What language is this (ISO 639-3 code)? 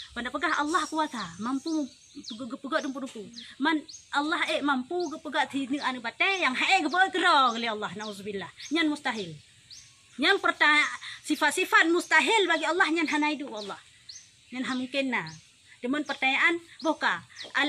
ace